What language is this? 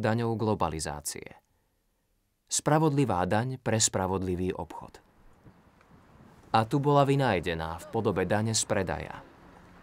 Slovak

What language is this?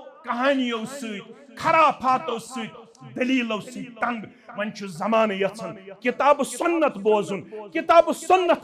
Kashmiri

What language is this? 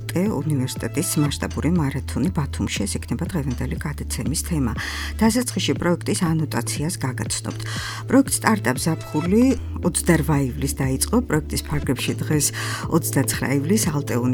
Georgian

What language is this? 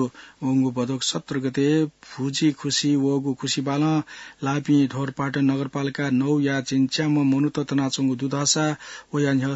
Newari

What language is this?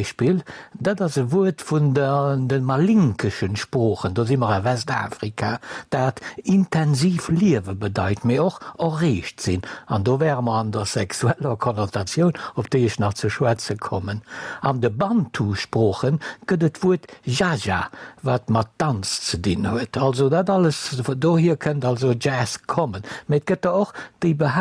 Luxembourgish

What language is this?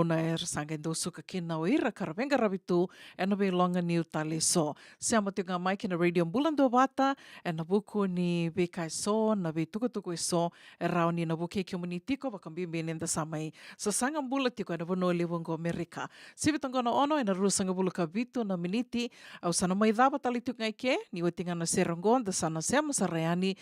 Fijian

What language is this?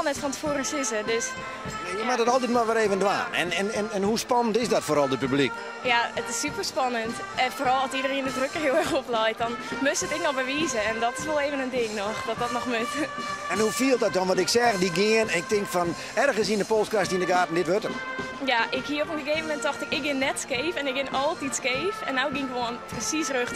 Western Frisian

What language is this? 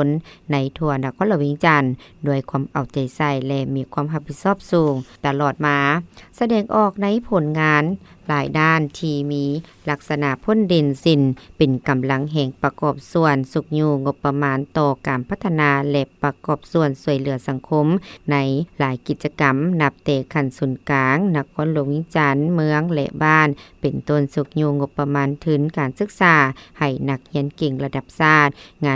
Lao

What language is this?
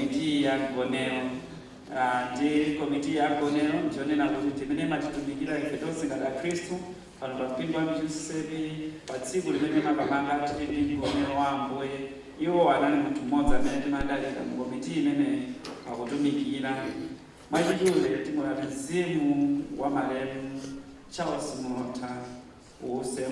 Nyanja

